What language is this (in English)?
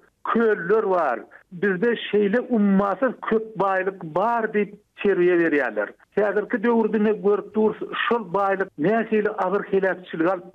Turkmen